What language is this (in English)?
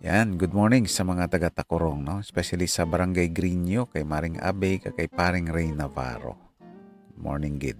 Hiligaynon